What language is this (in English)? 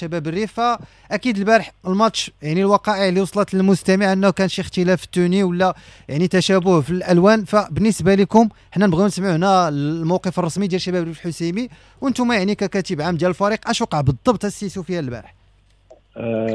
Moroccan Arabic